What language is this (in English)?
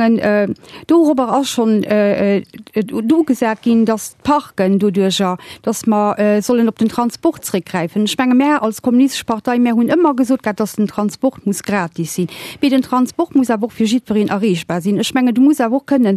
Luxembourgish